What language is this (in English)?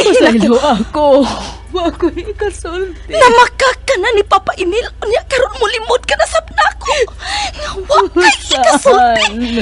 Cebuano